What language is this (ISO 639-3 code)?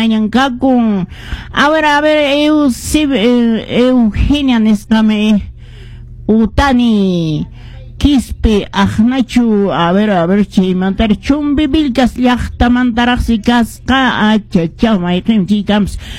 que